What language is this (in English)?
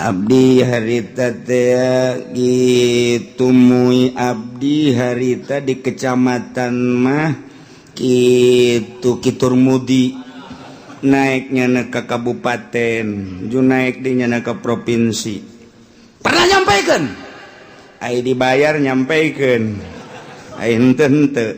Sundanese